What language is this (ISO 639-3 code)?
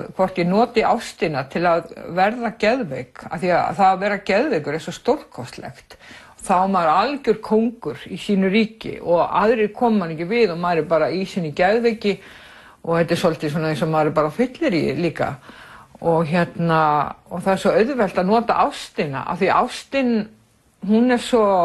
isl